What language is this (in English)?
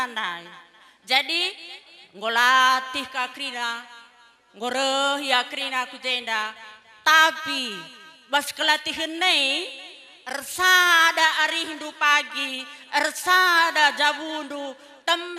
Batak Karo